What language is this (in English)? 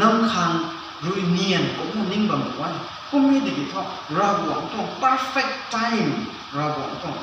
Rongmei Naga